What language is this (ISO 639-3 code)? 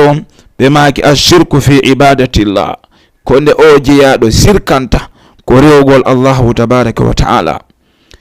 ful